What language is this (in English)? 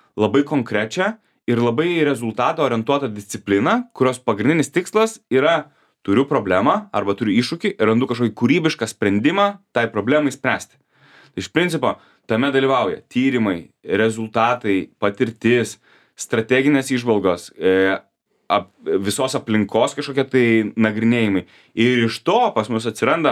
Lithuanian